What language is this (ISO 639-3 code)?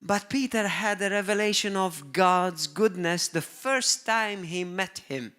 eng